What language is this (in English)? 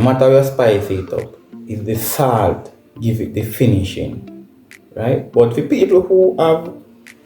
Jamaican Creole English